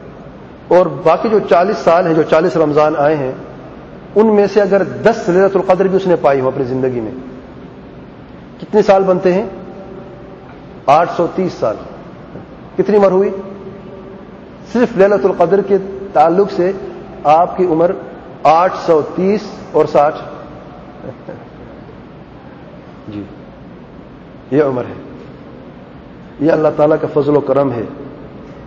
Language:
Urdu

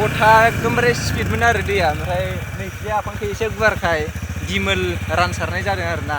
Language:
Bodo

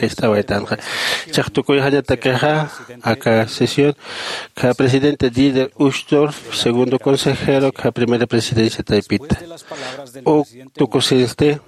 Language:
Aymara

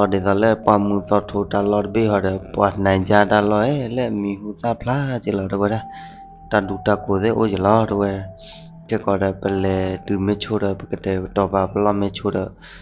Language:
S'gaw Karen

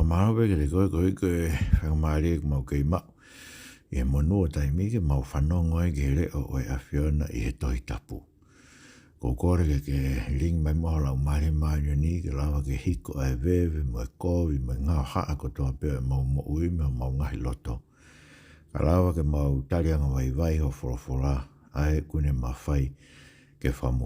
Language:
Tongan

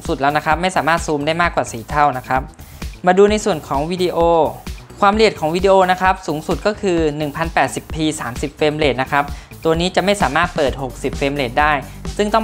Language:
Thai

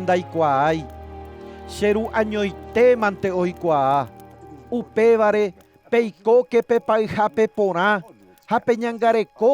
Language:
Guarani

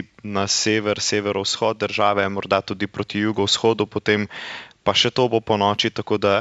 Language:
Slovenian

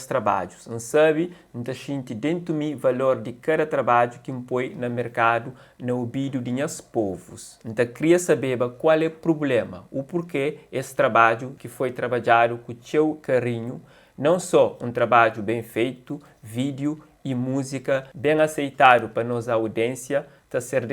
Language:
Kabuverdianu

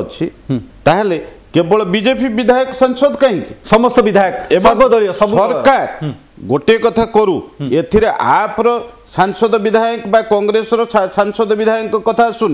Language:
Odia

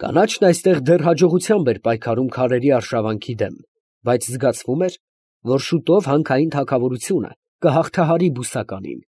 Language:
Armenian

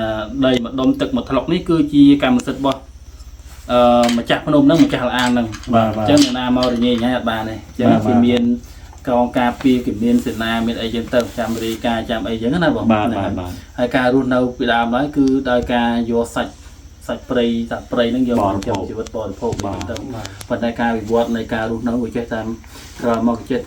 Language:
Khmer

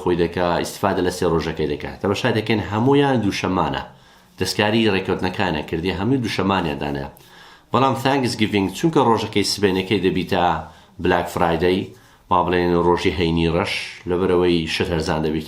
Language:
Central Kurdish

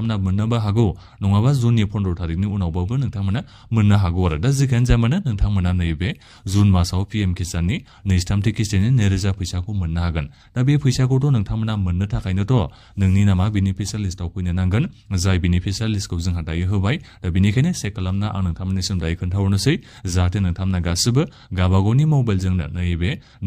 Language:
Bodo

